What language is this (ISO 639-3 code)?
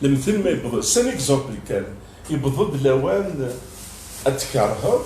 kab